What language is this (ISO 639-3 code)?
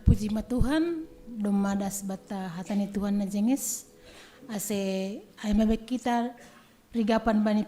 bts